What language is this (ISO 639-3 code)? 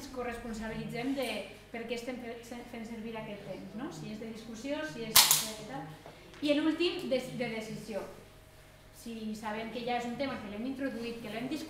cat